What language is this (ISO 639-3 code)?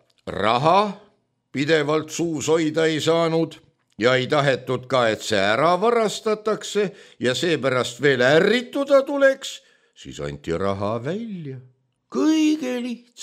est